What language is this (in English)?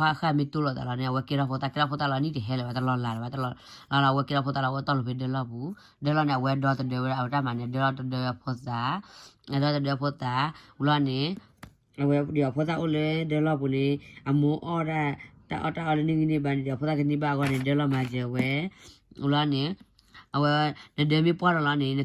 S'gaw Karen